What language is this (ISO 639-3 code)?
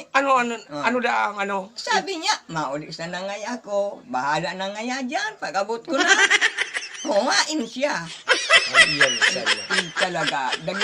bik